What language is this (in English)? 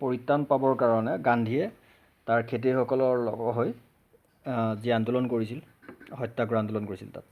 Assamese